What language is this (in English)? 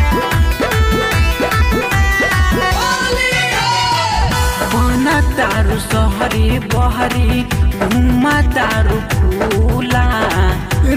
Bhojpuri